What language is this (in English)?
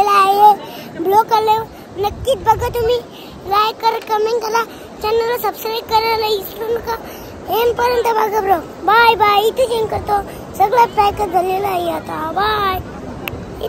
Marathi